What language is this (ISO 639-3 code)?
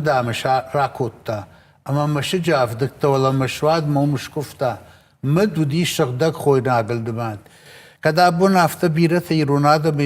oss